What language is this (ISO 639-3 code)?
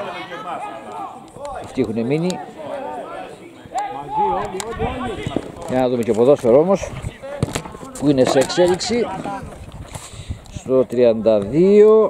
ell